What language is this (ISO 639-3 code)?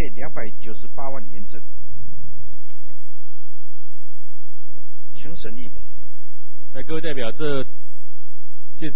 zho